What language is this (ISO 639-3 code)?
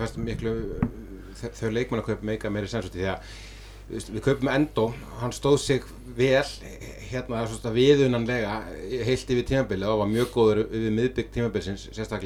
isl